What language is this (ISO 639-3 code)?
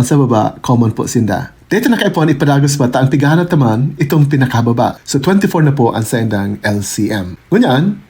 bik